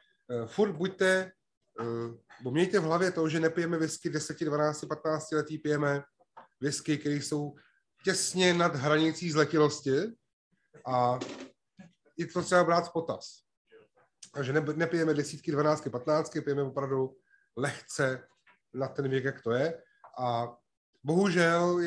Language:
Czech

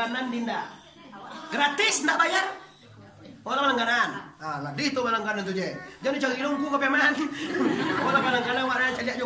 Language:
Minangkabau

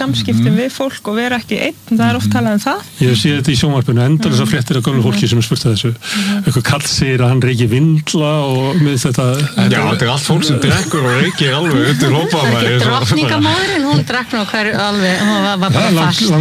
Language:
Icelandic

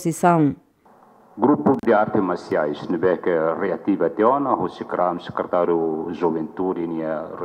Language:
Tetum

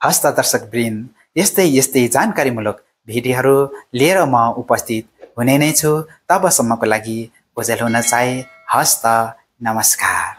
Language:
Nepali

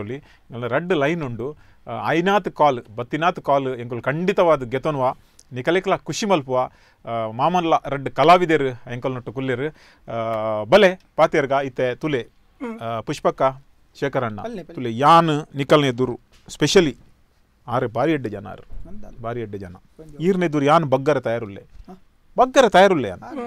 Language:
Tulu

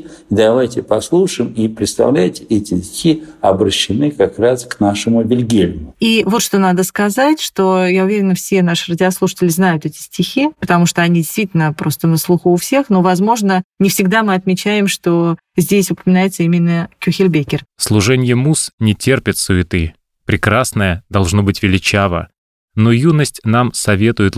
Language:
Russian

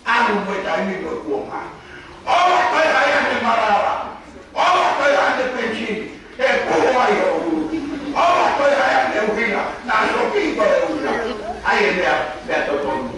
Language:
Tongan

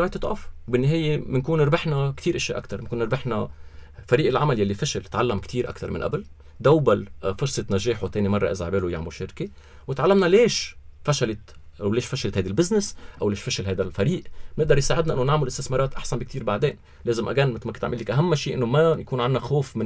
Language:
North Levantine Arabic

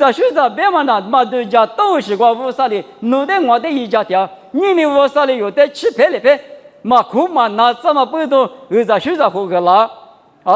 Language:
Lisu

